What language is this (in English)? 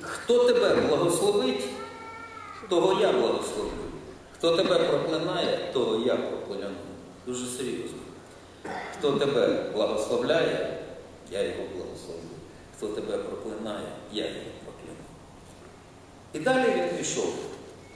Ukrainian